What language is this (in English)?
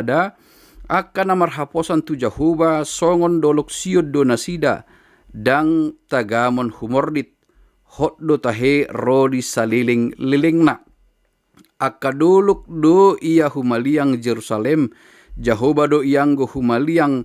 Batak Toba